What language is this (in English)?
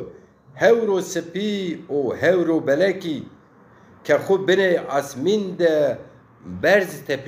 Zaza